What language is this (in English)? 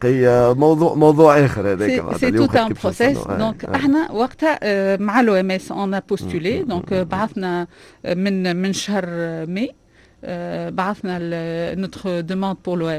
Tunisian Arabic